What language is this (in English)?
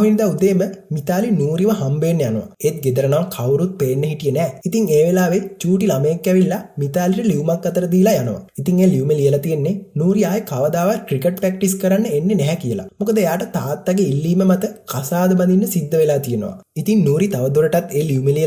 Sinhala